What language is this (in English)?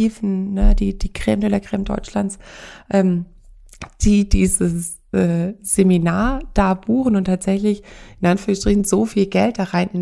German